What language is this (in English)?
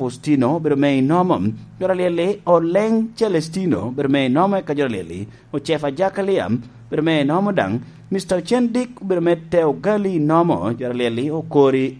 Lango (Uganda)